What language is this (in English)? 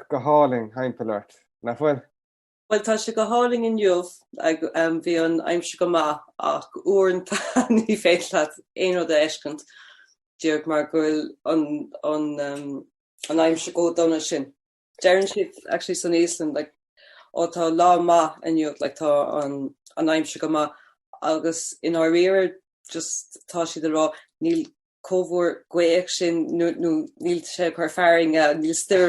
Irish